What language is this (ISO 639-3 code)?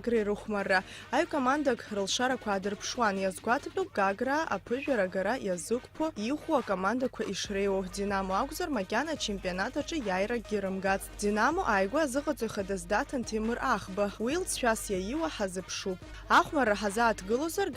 abk